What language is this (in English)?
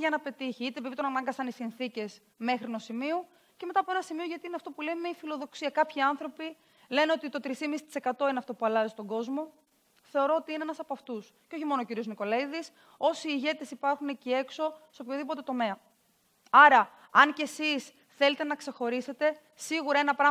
Greek